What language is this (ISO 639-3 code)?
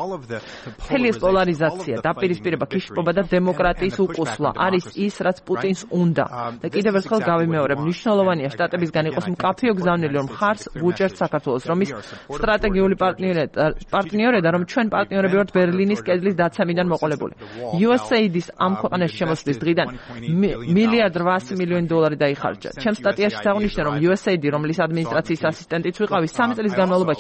kat